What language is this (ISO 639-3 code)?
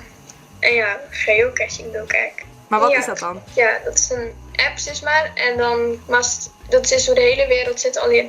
fry